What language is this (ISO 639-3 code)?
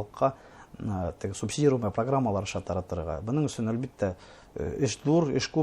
bak